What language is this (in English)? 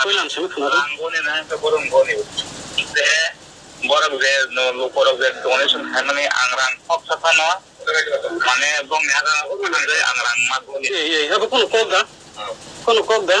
Kok Borok